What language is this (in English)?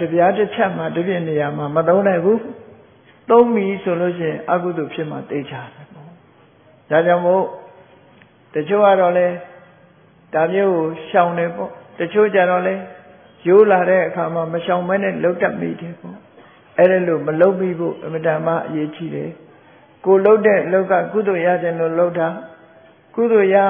Burmese